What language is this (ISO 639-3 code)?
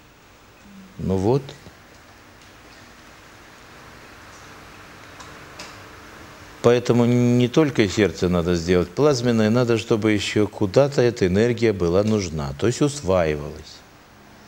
rus